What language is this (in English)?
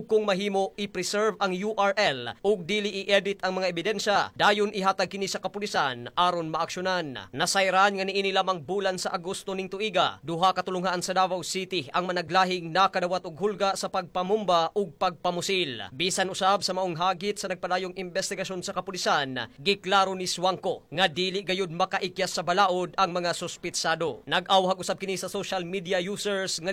Cebuano